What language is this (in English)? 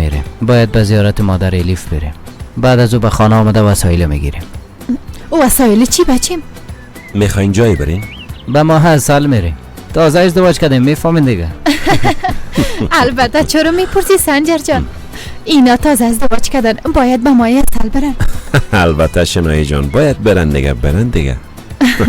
Persian